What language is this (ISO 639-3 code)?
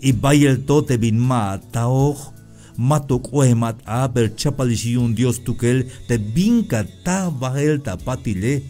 tzh